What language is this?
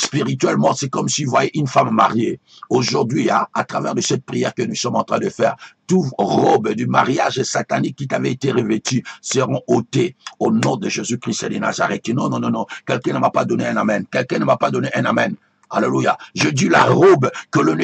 French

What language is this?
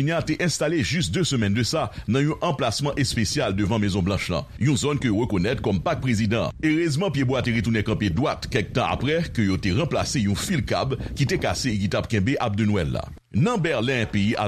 Haitian Creole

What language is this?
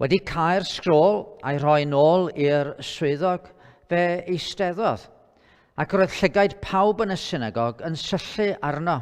Welsh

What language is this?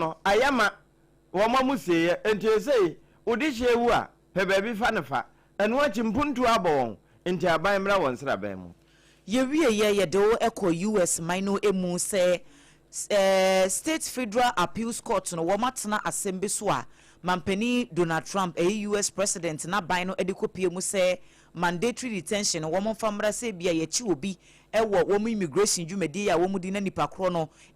Akan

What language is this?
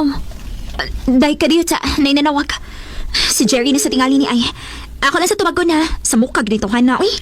Cebuano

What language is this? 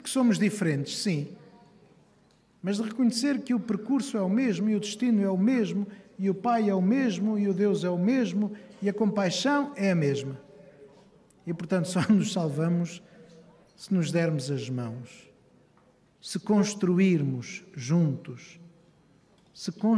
Portuguese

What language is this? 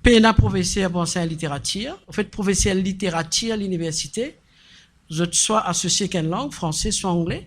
Morisyen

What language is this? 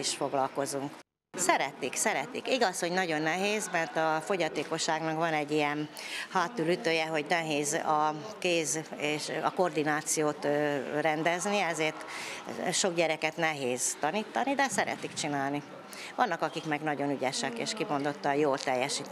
Hungarian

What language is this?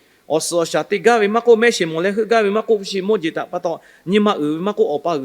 Lahu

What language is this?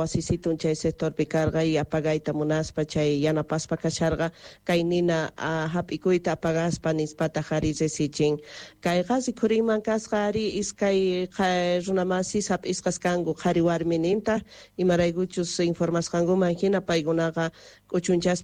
South Bolivian Quechua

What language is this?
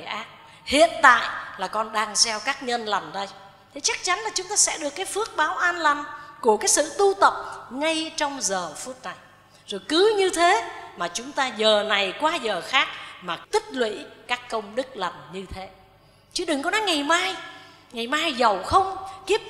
Vietnamese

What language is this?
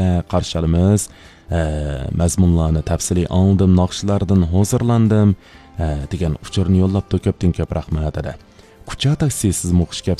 Uyghur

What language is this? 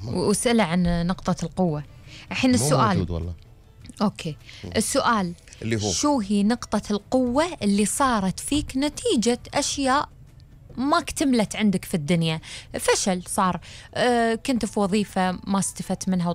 Gulf Arabic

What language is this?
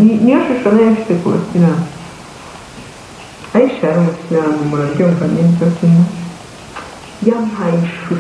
Kinyarwanda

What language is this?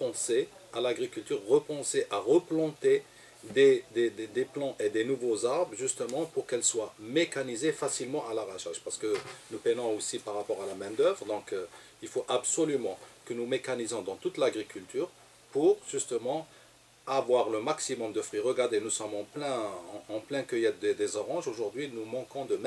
French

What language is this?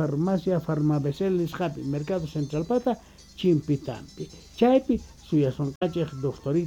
Quechua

